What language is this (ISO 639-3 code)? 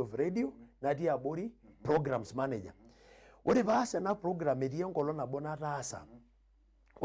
mas